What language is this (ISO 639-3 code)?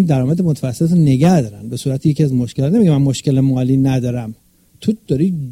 fas